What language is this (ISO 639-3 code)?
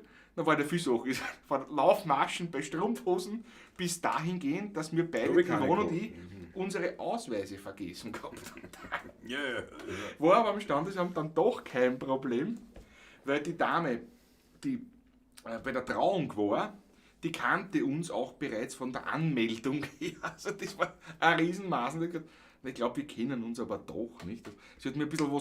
bar